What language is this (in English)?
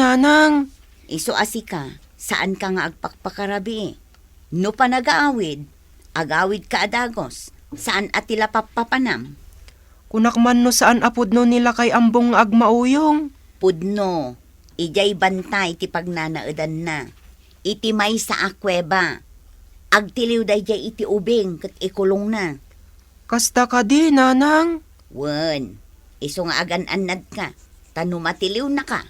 Iloko